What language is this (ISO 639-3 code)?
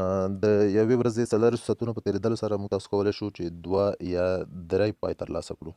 pus